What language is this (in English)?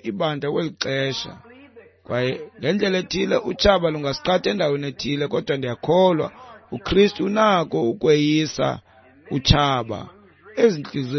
Xhosa